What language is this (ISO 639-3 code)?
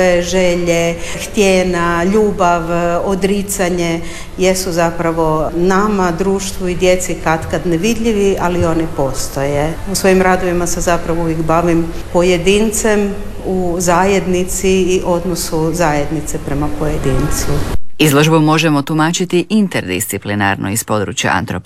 hrv